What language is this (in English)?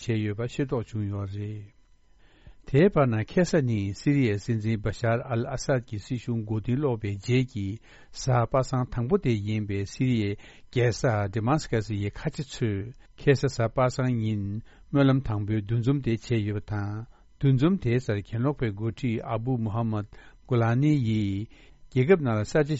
Tibetan